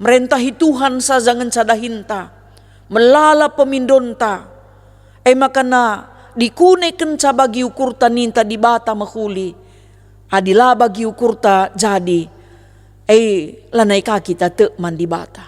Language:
Batak Karo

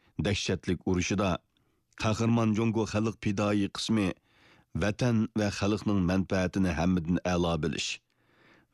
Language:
Uyghur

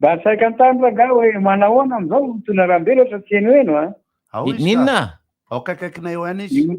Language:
Malagasy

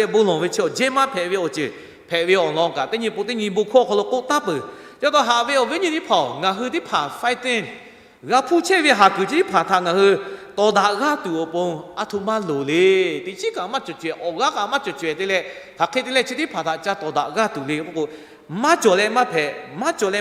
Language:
Lahu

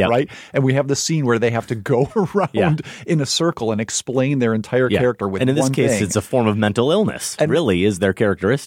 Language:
English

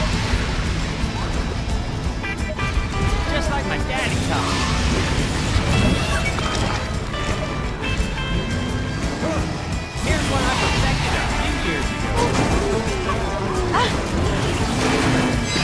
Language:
English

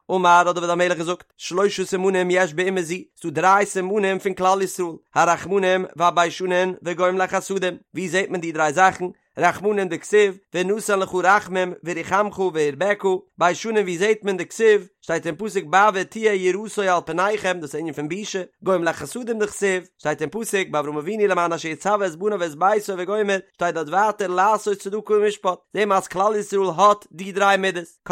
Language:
Yiddish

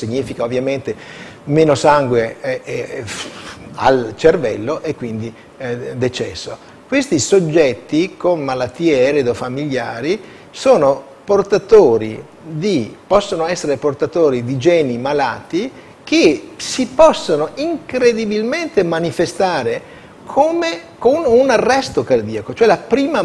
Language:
Italian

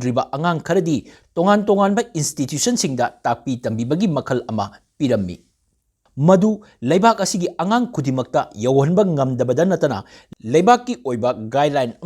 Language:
Manipuri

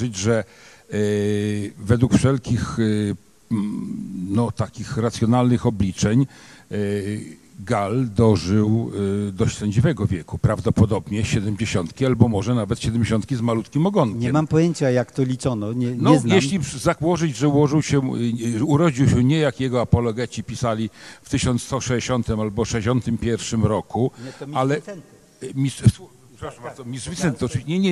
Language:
Polish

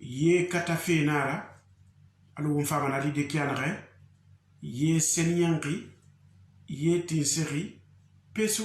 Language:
Susu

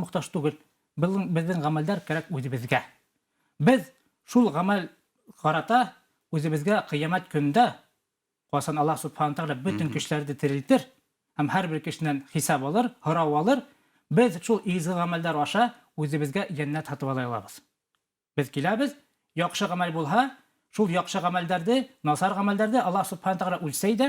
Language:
Bashkir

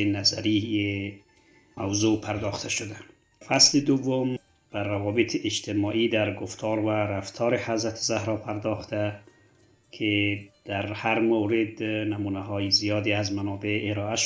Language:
Persian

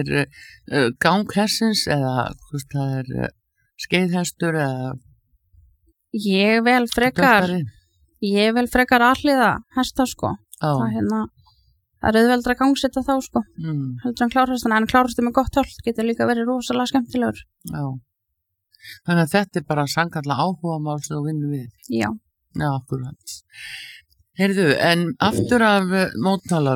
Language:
Icelandic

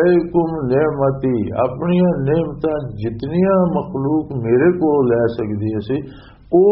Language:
Western Panjabi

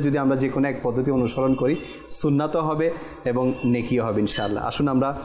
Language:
Bangla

